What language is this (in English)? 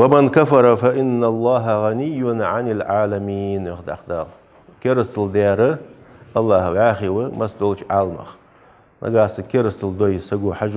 Ingush